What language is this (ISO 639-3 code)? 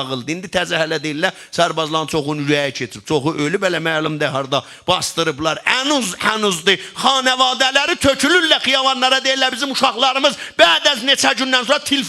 azb